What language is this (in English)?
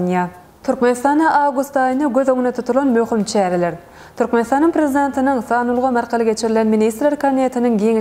Turkmen